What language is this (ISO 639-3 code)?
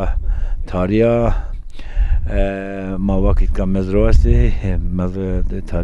zza